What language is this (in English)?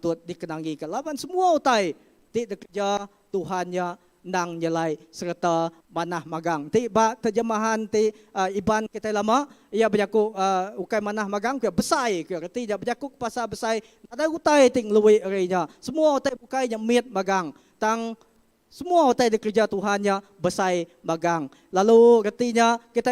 Iban